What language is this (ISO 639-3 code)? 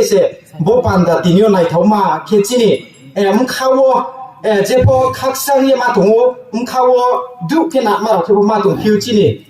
ria